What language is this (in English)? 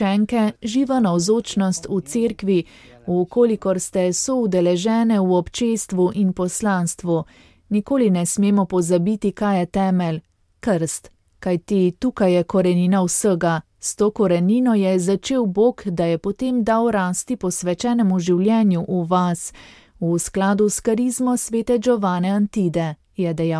Slovenian